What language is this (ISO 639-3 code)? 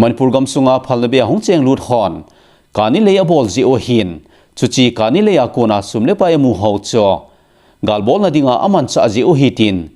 tcz